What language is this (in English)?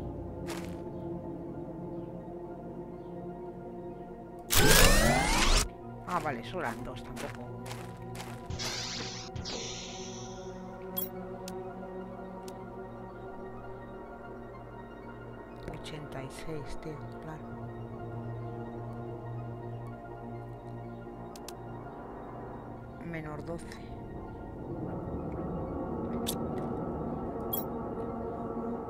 Spanish